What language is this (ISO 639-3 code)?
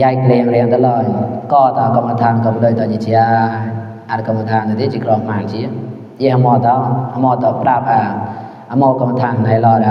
mnw